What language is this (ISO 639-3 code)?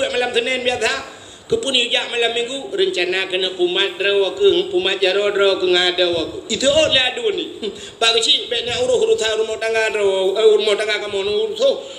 ace